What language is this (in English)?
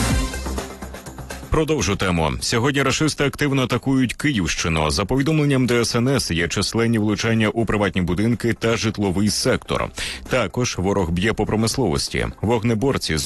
Ukrainian